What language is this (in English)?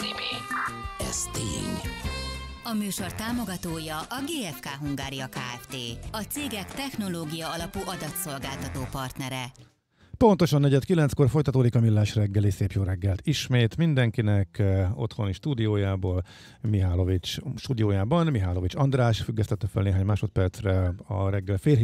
Hungarian